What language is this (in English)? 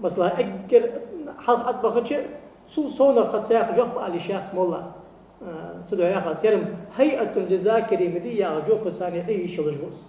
Ingush